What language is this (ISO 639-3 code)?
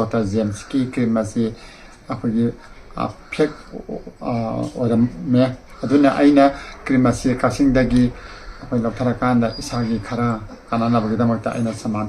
mni